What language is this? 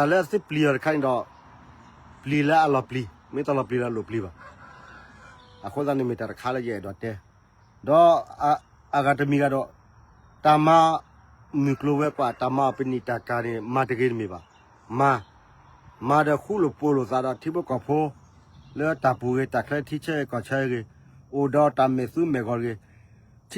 S'gaw Karen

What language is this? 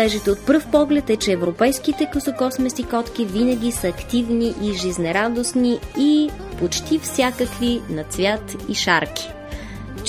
Bulgarian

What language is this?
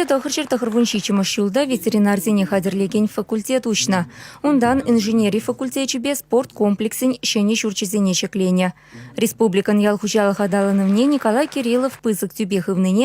Chuvash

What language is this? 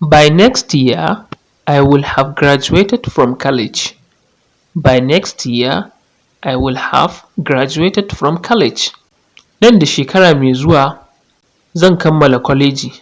Hausa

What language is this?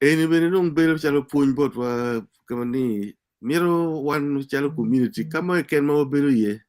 Acoli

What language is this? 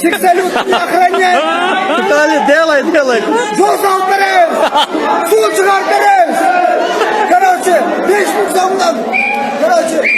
Turkmen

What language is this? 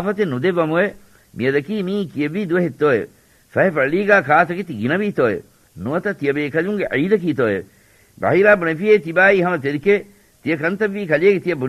Divehi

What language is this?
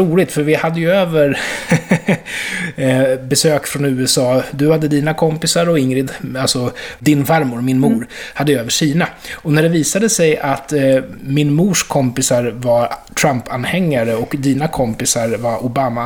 Swedish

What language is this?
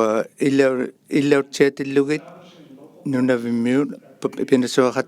Inuktitut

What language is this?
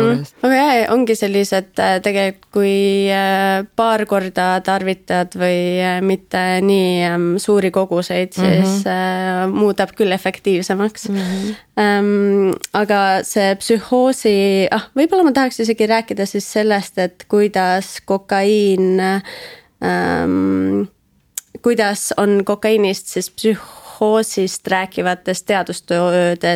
Estonian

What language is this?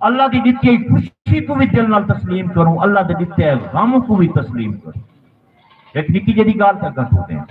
Saraiki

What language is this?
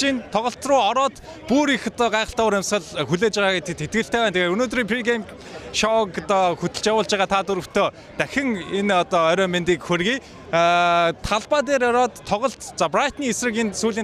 Mongolian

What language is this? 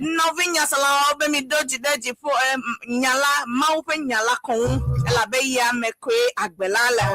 Ewe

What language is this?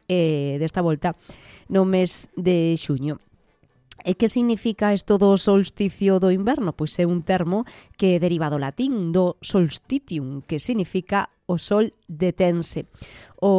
Galician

